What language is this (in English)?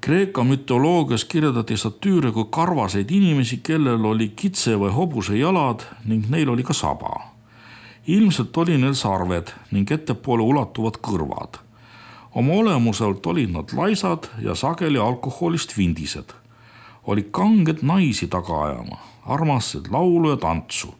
Estonian